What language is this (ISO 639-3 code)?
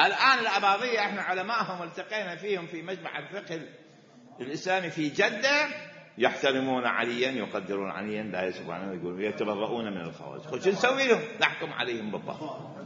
acm